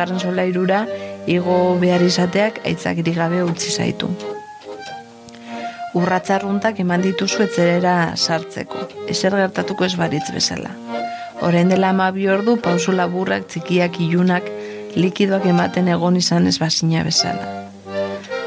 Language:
Basque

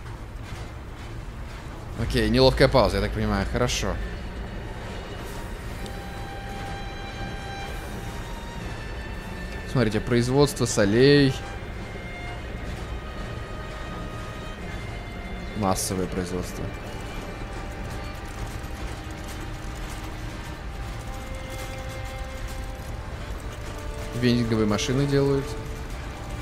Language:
Russian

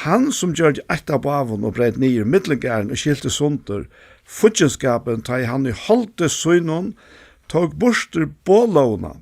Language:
Faroese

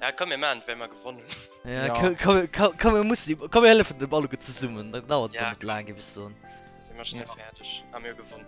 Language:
Luxembourgish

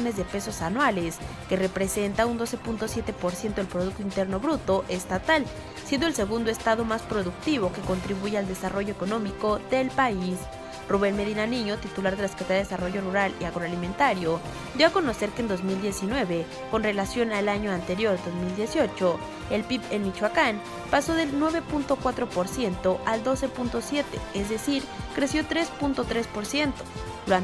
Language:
Spanish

